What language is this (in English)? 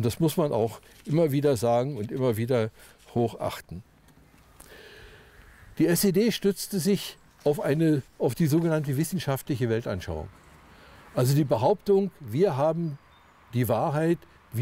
German